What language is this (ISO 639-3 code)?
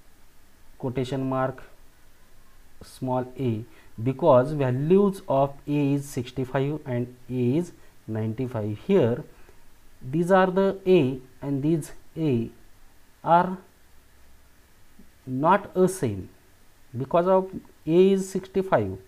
mar